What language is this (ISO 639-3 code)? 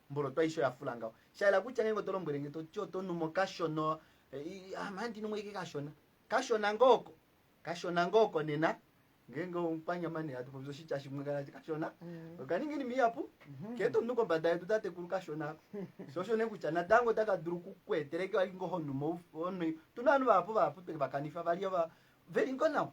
kua